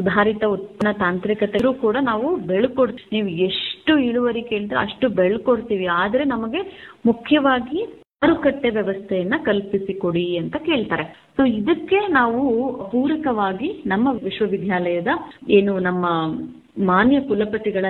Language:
Kannada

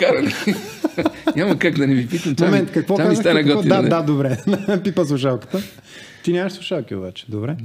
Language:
Bulgarian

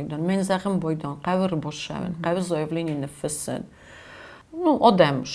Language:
Ossetic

